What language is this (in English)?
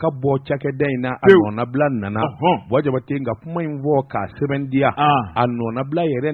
Bambara